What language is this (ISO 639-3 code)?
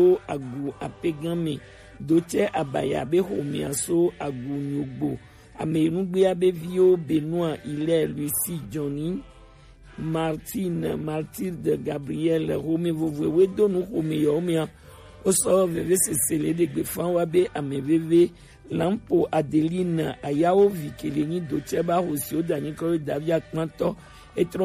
gej